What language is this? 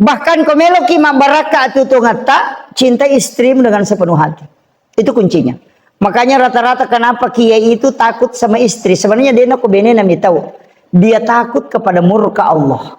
Buginese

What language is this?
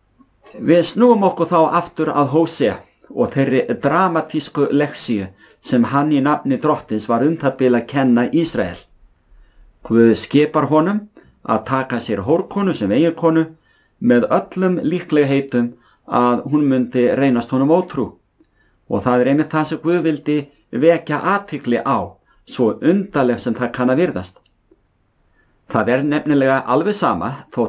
Icelandic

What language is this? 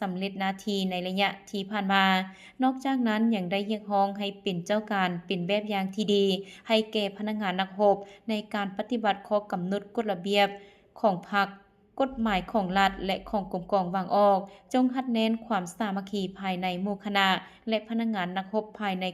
Lao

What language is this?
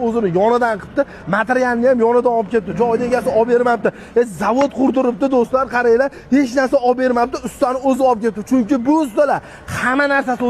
Uzbek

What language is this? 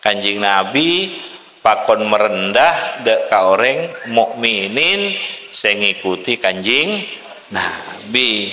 Madurese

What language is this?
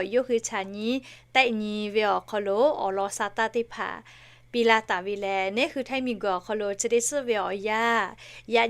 Lahu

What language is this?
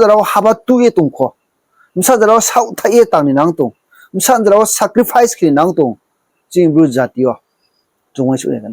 Riang (India)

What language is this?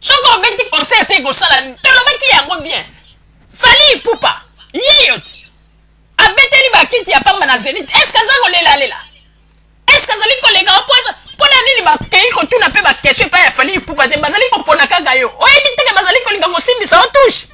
Lingala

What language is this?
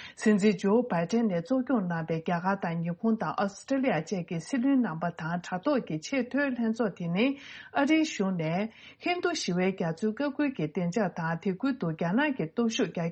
Tibetan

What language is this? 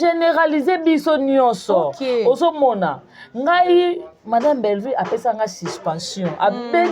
Lingala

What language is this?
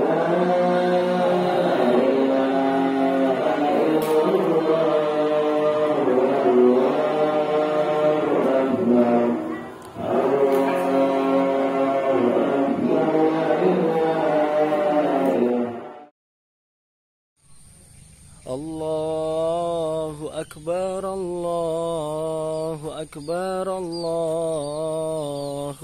Indonesian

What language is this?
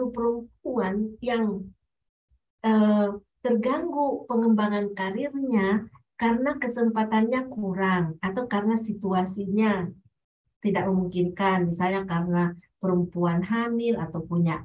Indonesian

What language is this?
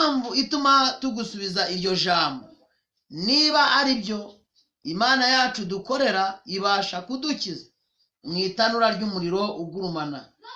Kinyarwanda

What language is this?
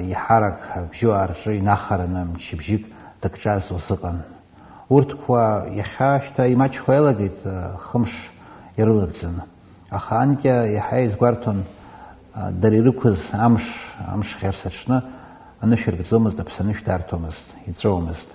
Abkhazian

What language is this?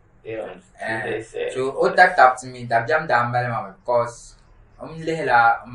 Dagbani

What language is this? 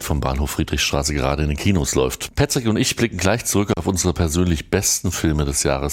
German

